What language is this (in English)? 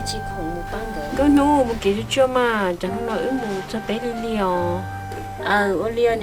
Hmong